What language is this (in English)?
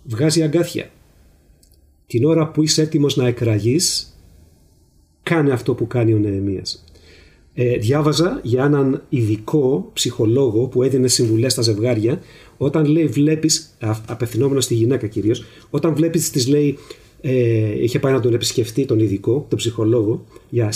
Greek